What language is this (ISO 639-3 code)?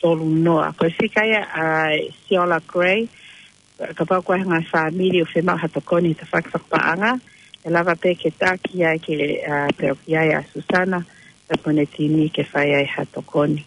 ton